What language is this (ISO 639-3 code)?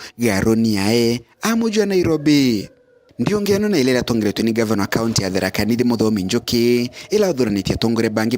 mer